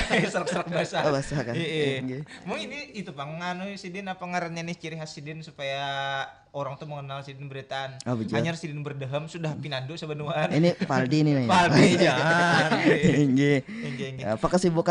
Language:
Banjar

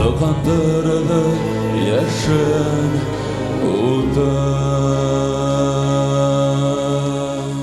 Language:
Bashkir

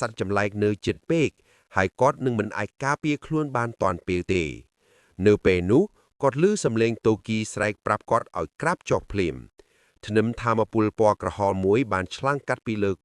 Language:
Khmer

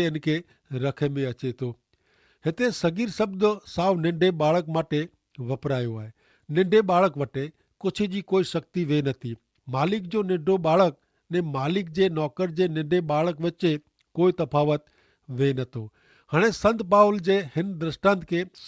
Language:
Kachhi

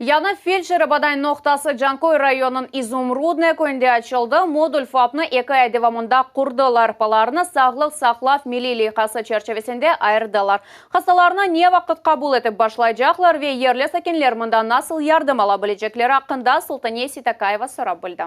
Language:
Crimean Tatar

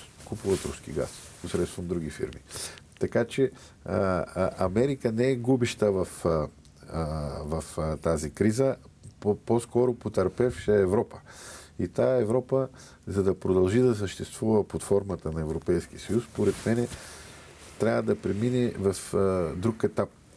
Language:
Bulgarian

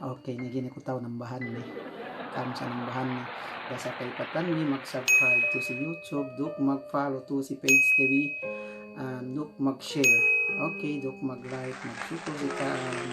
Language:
Yakan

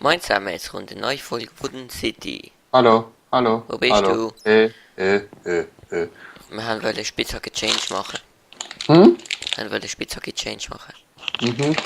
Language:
Swiss German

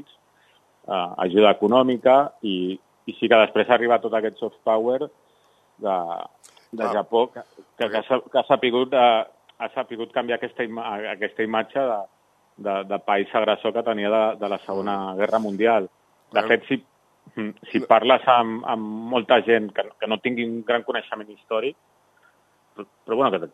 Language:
Catalan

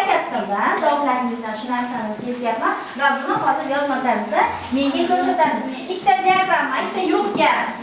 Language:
Uzbek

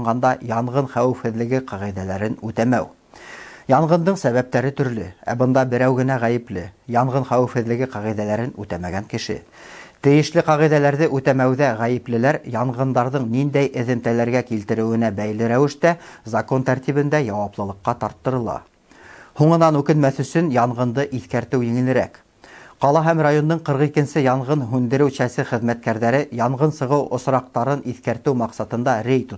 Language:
Bashkir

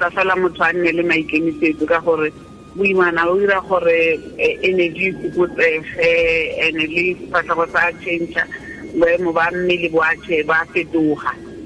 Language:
Tswana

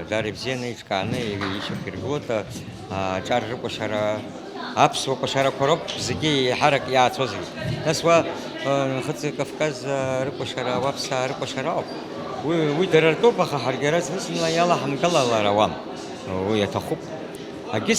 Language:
Abkhazian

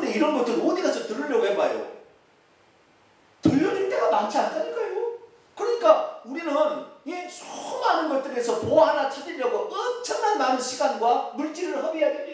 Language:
Korean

